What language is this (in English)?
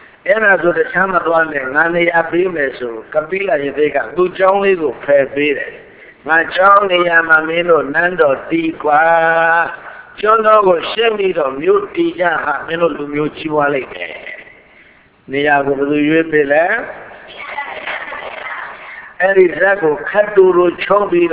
Burmese